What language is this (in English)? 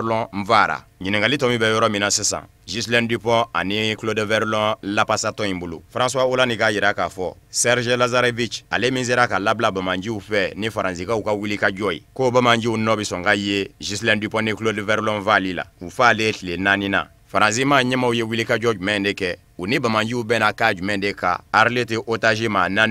Bambara